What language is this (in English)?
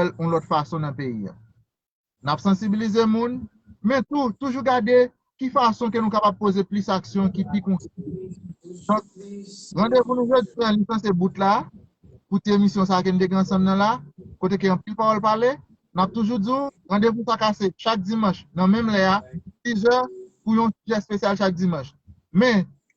Haitian Creole